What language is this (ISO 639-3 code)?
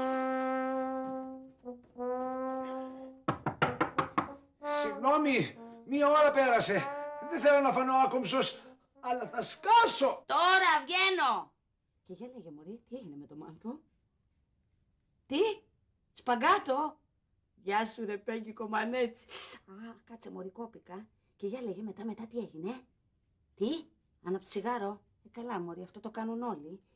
ell